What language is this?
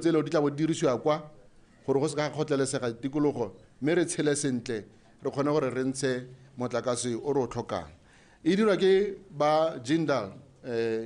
Tswana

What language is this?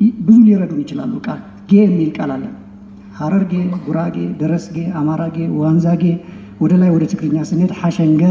Amharic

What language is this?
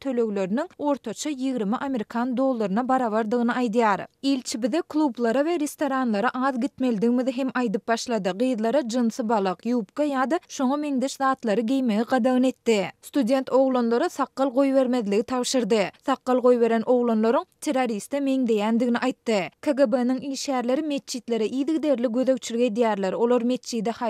Turkmen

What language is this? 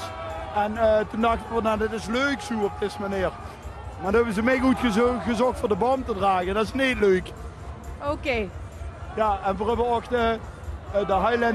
Limburgish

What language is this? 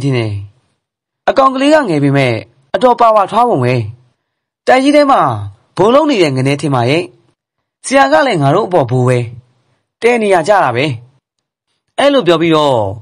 Burmese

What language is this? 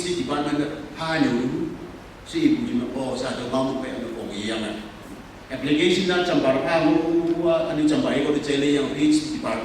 Konyak Naga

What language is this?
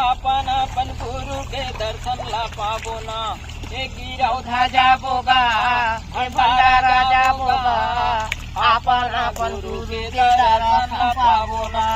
Chhattisgarhi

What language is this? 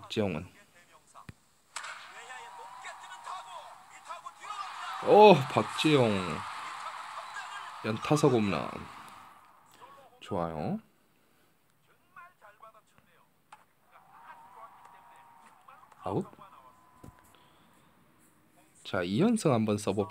Korean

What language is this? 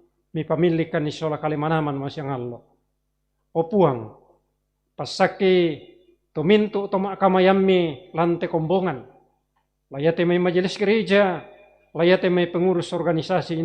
Toraja-Sa'dan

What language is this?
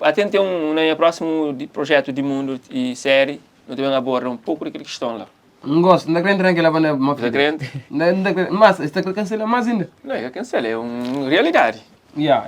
Kabuverdianu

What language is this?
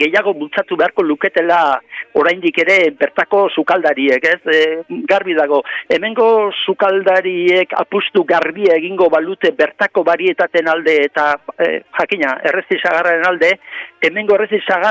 Basque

